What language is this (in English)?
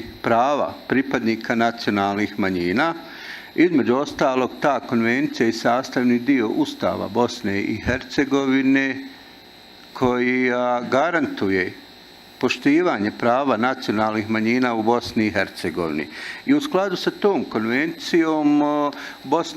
Bosnian